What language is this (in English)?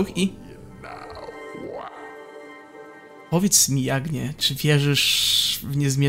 Polish